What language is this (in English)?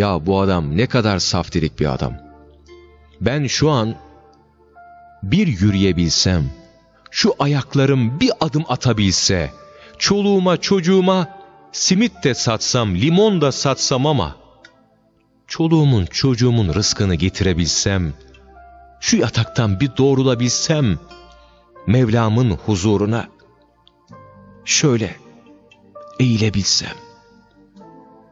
Turkish